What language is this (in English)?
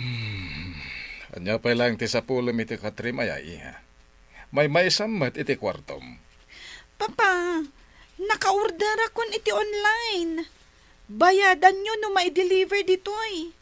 Iloko